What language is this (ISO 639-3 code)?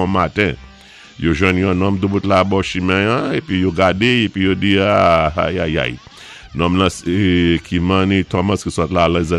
acf